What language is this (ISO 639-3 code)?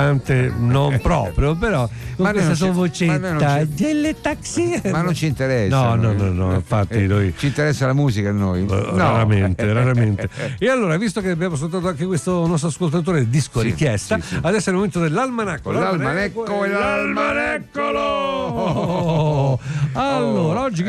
ita